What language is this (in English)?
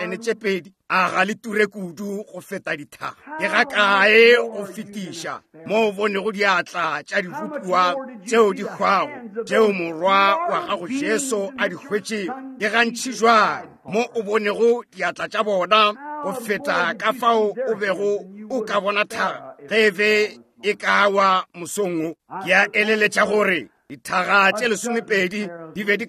Northern Sotho